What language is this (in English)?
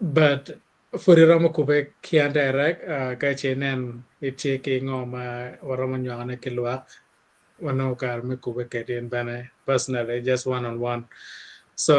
Acoli